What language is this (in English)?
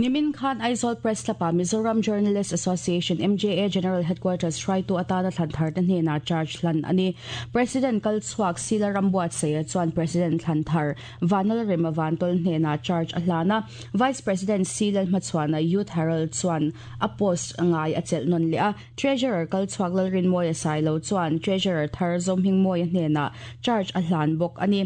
Mizo